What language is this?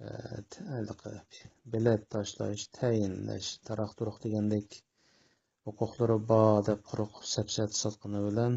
Uyghur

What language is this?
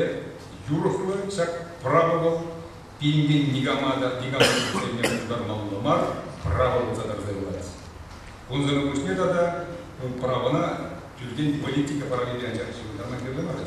Chuvash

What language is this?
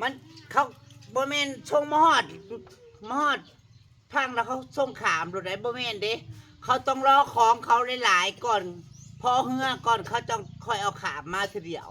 Northeastern Thai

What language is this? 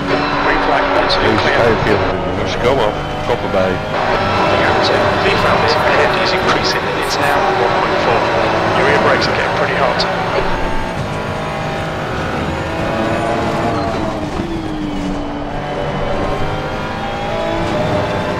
Dutch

